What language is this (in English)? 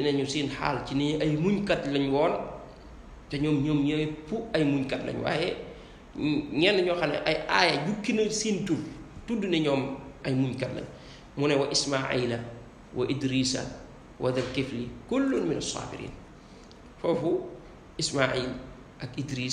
Wolof